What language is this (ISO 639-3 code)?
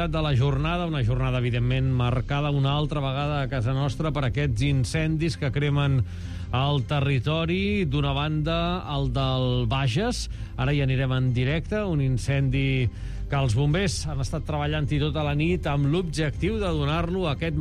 cat